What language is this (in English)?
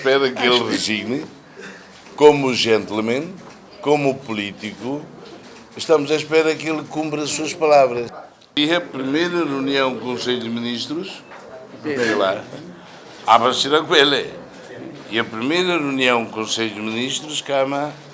Tetum